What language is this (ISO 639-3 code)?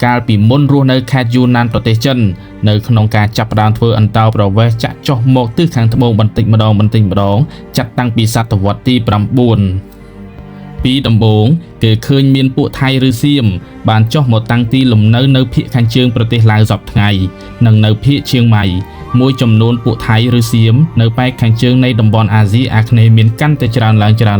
khm